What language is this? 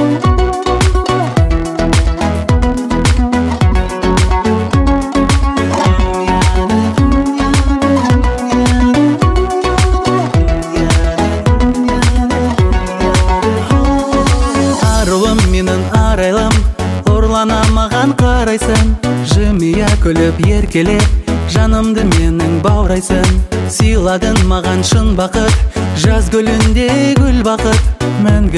Kazakh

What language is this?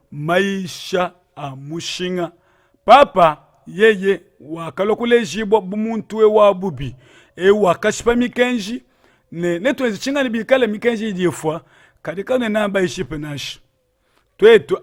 Luba-Lulua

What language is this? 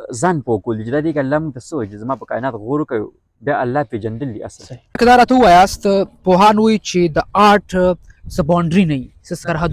Pashto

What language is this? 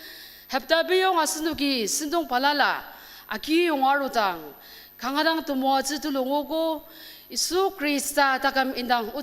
Ao Naga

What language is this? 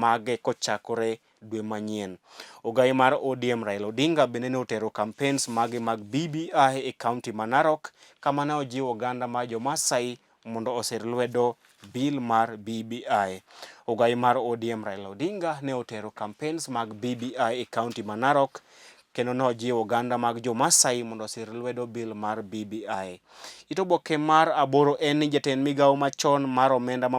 Luo (Kenya and Tanzania)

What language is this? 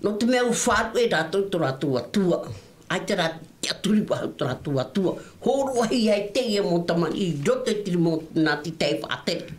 Tahitian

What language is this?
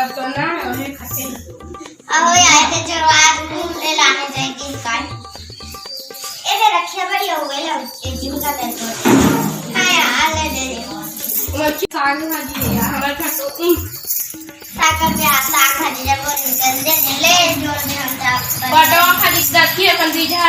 Chhattisgarhi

